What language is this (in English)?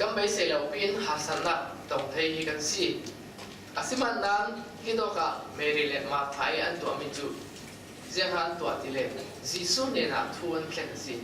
Falam Chin